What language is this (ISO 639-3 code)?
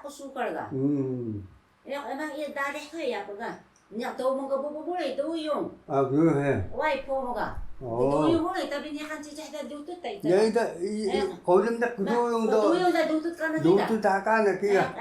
trv